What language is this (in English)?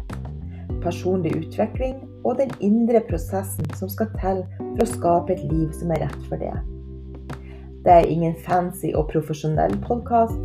Norwegian